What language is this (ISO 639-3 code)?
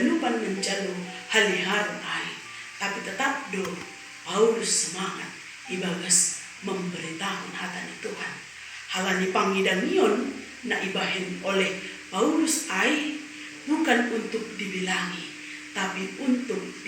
bts